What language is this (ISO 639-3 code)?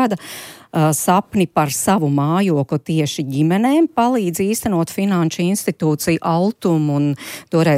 lav